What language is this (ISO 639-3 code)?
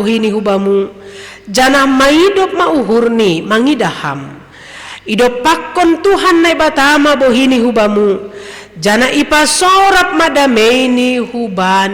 bts